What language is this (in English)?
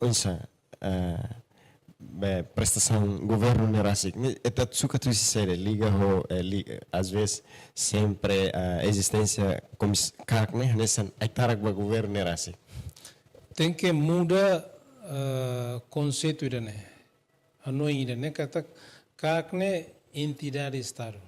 Tetum